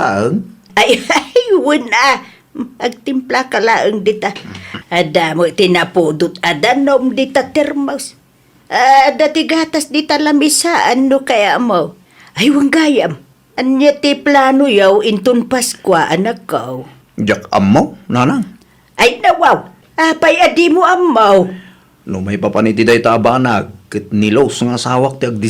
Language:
Iloko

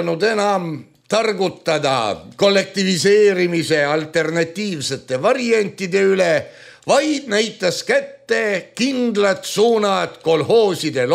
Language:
Estonian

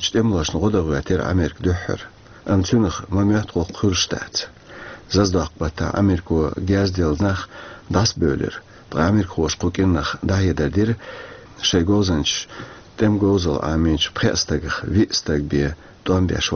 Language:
Chechen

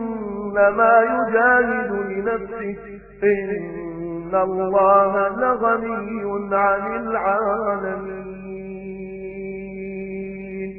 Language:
Arabic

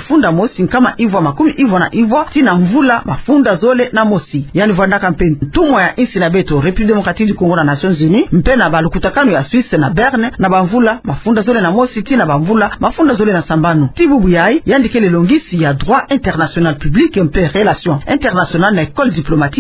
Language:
Kituba (Democratic Republic of Congo)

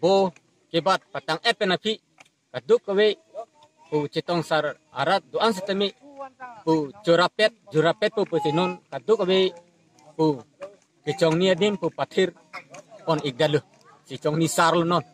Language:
Karbi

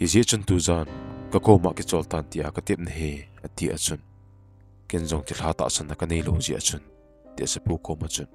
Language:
Thado Chin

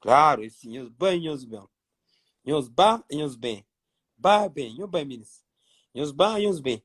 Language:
Kabuverdianu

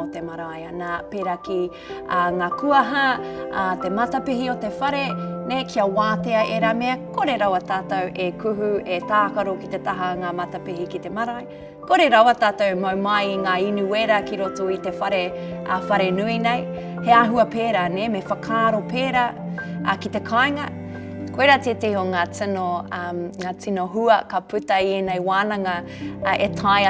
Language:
Māori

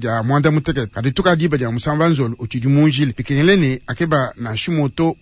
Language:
Luba-Lulua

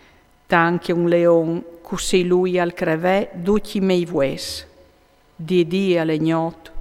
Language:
Friulian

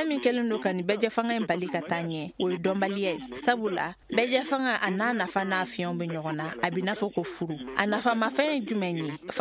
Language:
Bambara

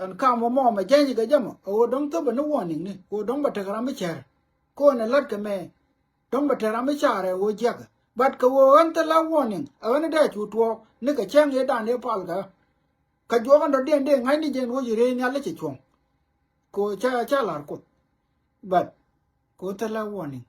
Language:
Nuer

